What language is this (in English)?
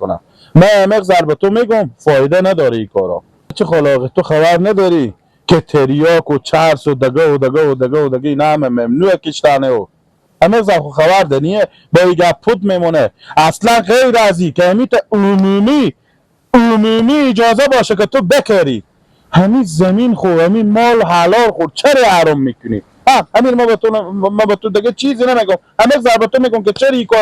Persian